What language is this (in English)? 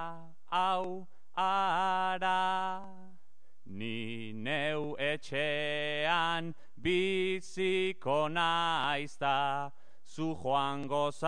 Basque